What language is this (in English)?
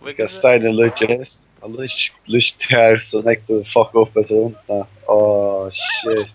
Faroese